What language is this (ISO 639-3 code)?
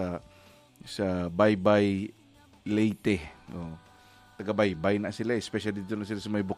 hil